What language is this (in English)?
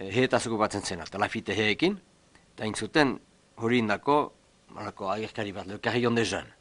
Basque